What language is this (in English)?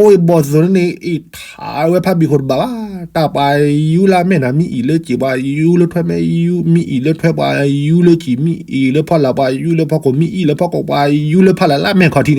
S'gaw Karen